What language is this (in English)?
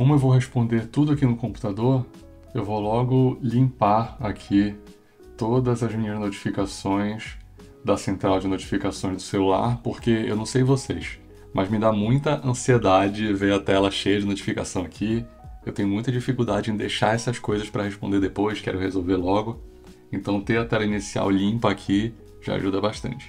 Portuguese